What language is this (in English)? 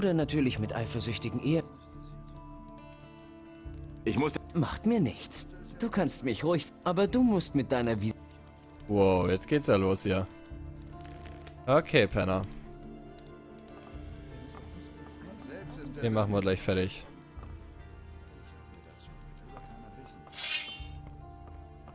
German